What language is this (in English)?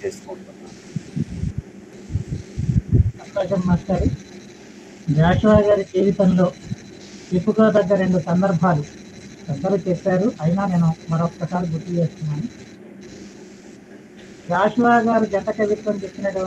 Telugu